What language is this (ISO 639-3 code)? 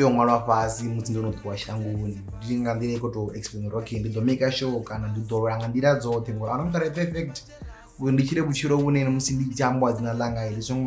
ven